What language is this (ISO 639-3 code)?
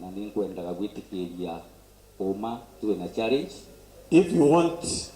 mer